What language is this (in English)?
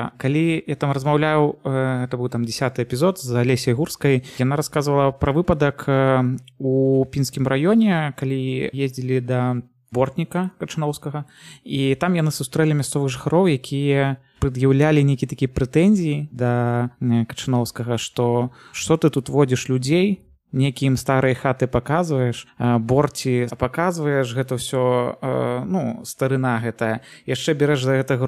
Belarusian